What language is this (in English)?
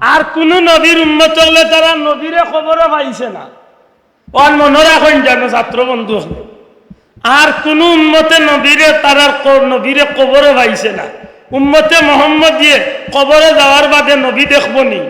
Sylheti